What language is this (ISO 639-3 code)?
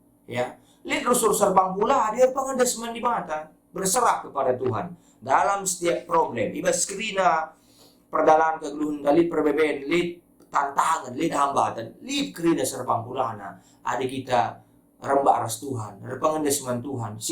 btx